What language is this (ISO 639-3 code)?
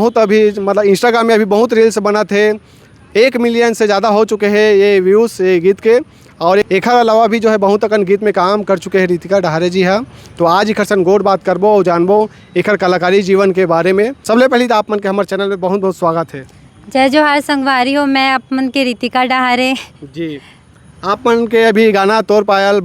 hne